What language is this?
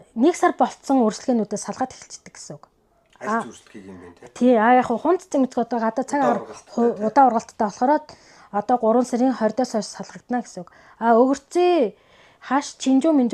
Mongolian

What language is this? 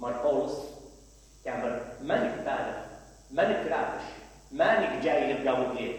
Mesopotamian Arabic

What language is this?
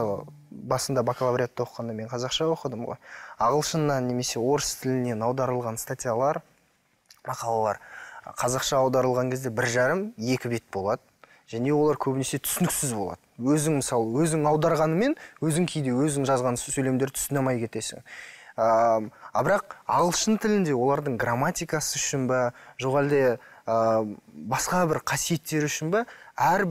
Kazakh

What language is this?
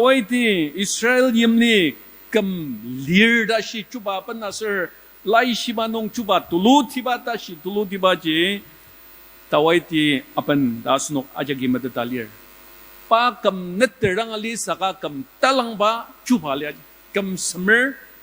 Ao Naga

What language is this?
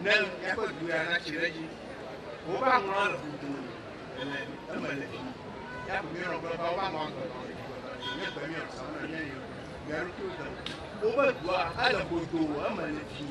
Ewe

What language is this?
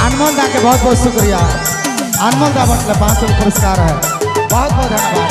Sadri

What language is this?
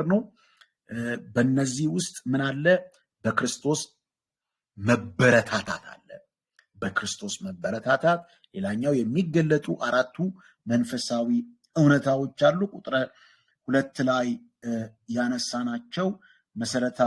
Amharic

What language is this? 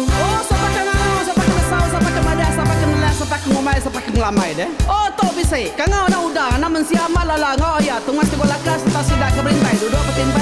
Iban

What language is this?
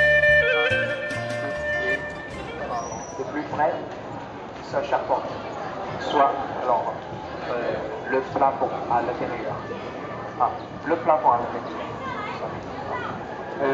French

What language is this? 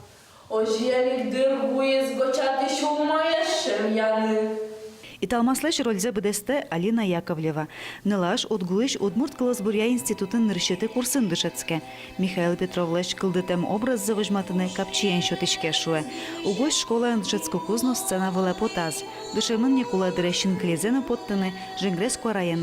Udmurt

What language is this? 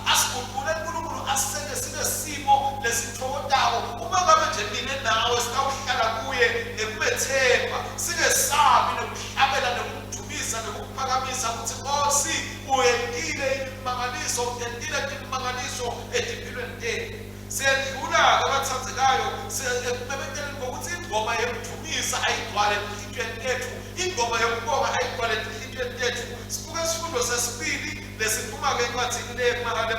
Swati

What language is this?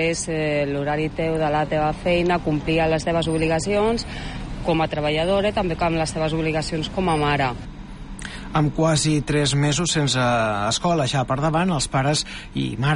Catalan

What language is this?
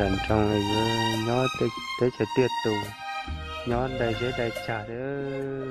Hmong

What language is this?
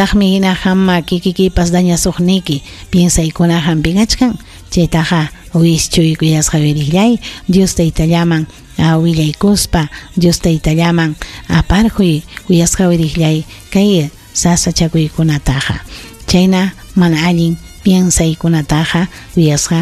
Ayacucho Quechua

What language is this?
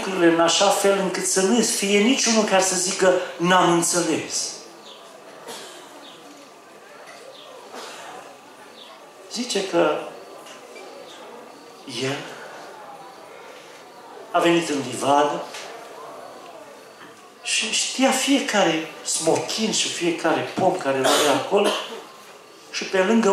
Romanian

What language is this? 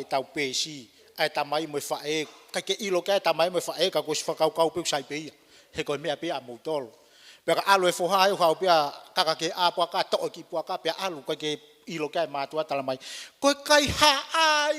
Tongan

